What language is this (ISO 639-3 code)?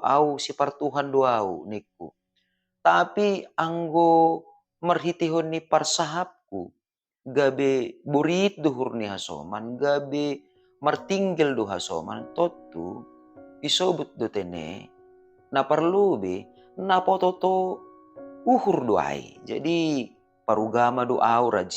bts